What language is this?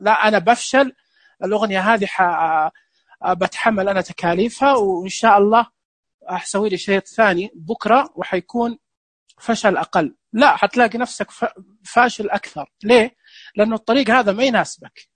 Najdi Arabic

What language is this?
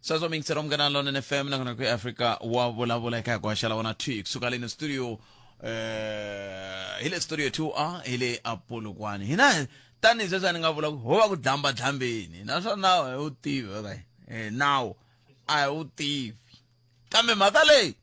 Tsonga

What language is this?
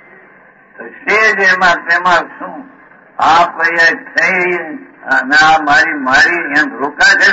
Gujarati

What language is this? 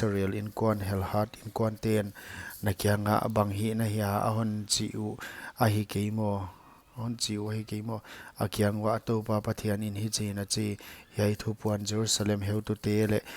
Paite Chin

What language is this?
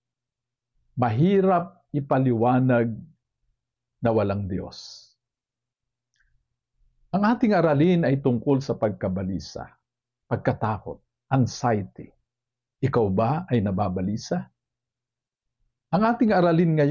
Filipino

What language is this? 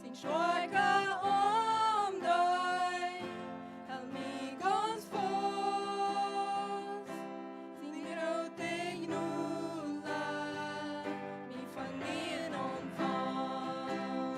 Plautdietsch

